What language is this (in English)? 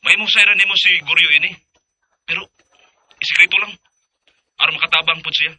Cebuano